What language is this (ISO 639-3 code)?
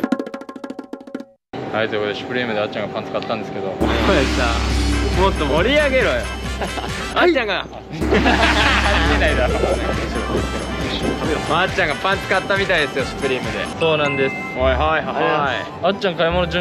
jpn